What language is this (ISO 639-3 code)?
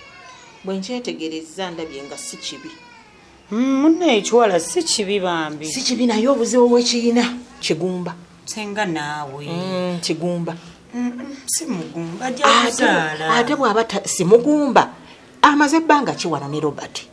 lug